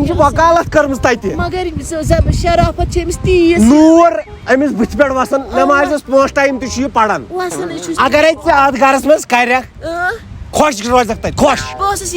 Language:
Kashmiri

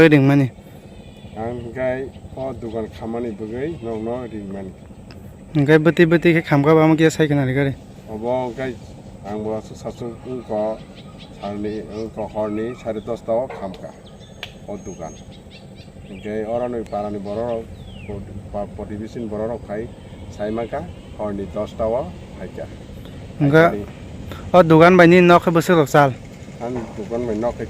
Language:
Kok Borok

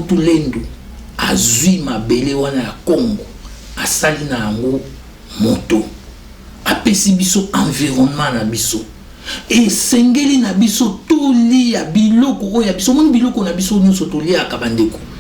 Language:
Lingala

